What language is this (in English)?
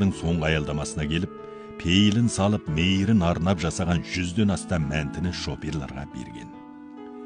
Kazakh